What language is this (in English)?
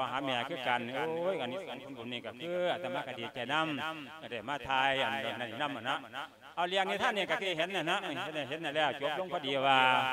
Lao